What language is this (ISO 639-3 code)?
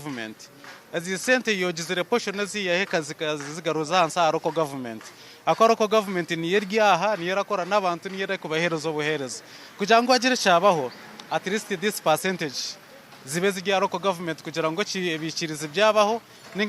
nyn